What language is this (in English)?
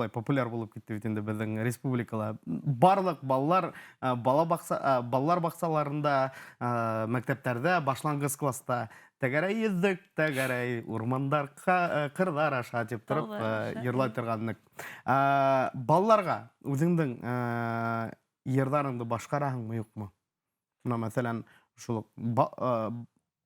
Bashkir